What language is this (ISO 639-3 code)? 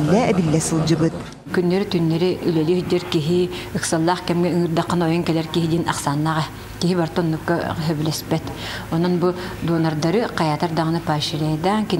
sah